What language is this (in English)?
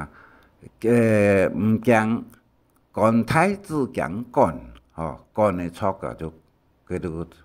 Hakka Chinese